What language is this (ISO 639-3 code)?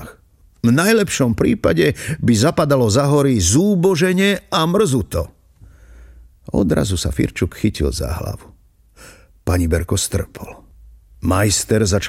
slk